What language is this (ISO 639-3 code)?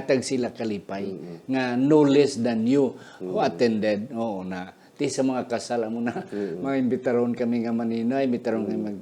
hil